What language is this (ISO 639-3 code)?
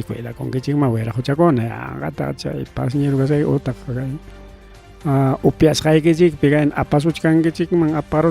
quy